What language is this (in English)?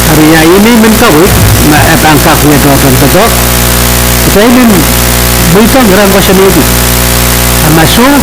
Pohnpeian